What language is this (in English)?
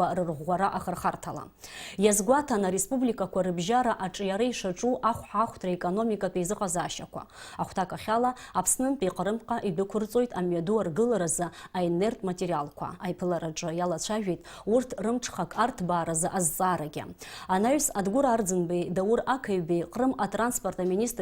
Abkhazian